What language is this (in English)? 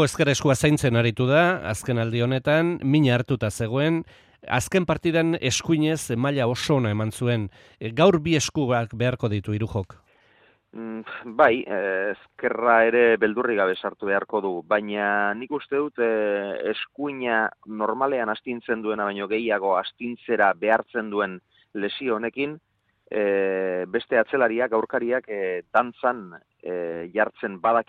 Basque